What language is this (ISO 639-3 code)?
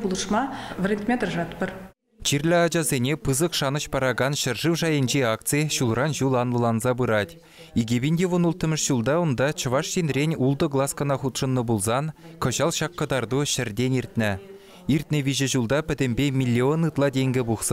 chv